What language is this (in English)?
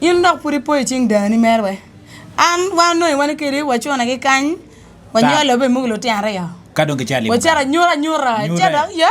Acoli